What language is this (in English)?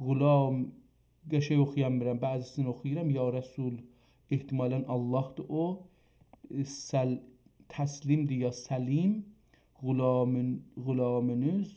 South Azerbaijani